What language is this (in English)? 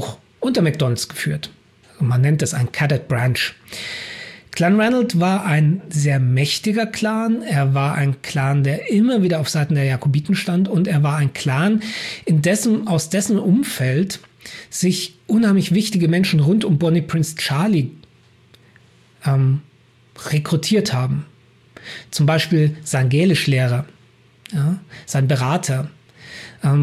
German